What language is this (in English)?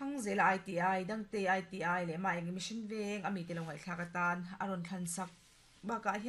Mizo